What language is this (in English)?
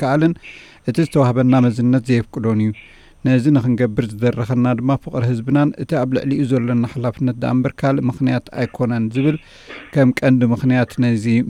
Tigrinya